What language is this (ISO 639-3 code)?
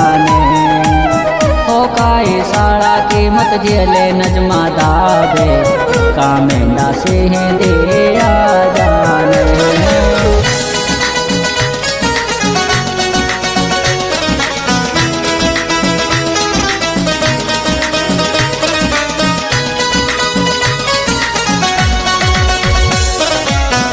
bgc